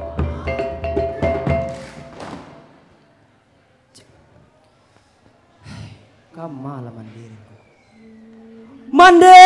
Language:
Minangkabau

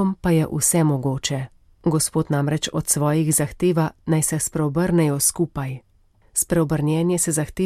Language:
Slovenian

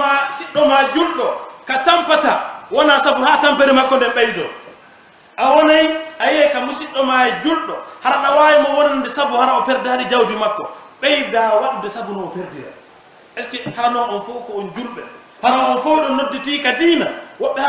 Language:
Pular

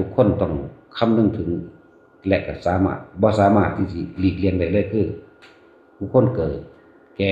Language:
Northeastern Thai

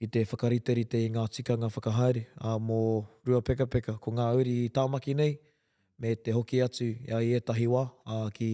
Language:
Māori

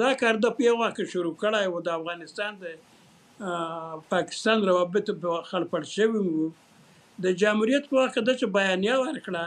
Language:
Pashto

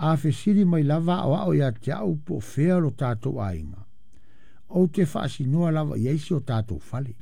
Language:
Samoan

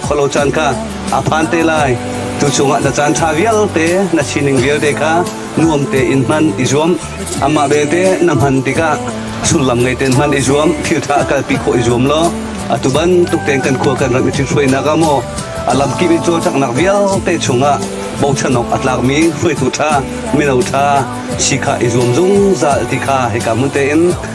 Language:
Hakha Chin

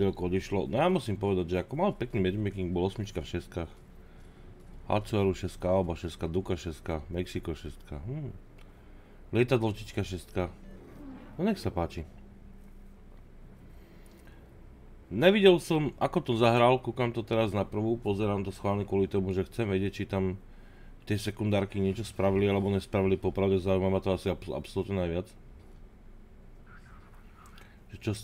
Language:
Slovak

